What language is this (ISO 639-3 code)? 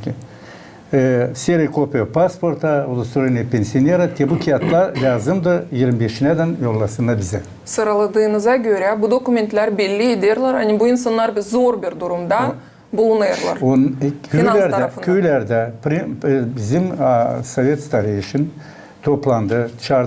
gag